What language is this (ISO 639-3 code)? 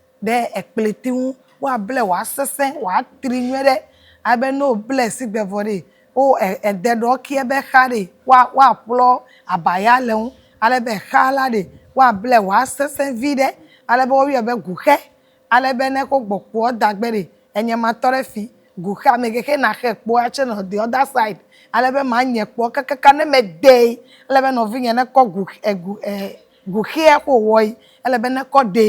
ewe